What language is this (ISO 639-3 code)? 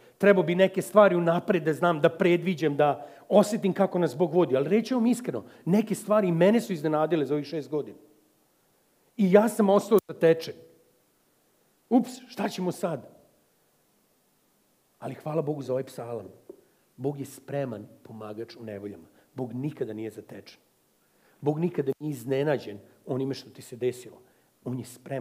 srp